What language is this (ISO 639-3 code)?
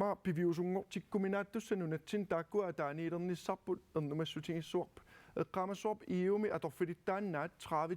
kal